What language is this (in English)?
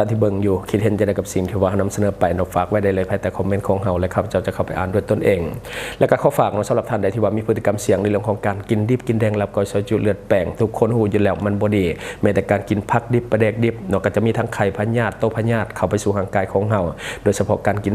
Lao